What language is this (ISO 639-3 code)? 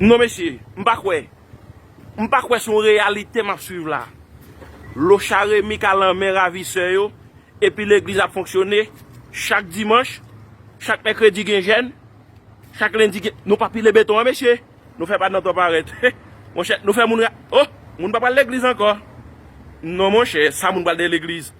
hat